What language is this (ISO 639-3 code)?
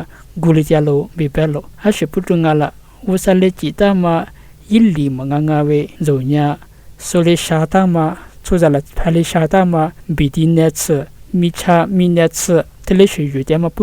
lis